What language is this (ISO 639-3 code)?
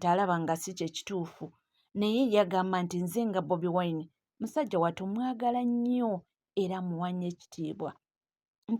lug